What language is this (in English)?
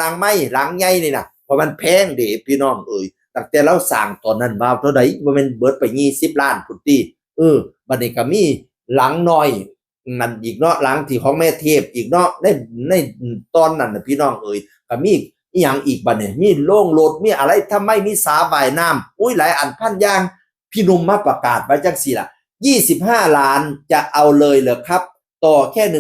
Northeastern Thai